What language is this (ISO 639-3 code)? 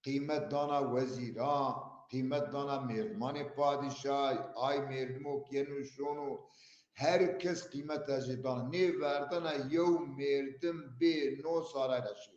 zza